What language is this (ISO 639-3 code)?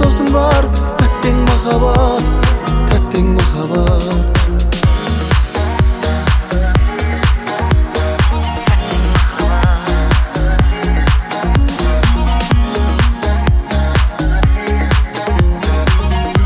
kaz